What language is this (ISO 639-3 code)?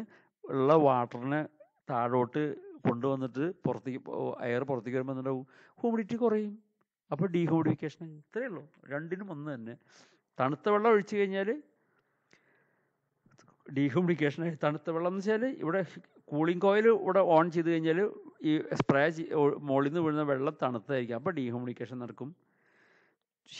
mal